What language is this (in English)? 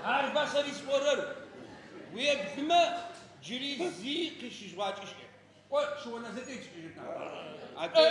Adyghe